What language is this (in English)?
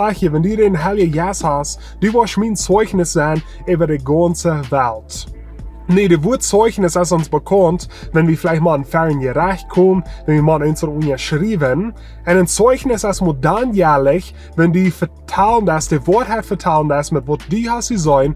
Plautdietsch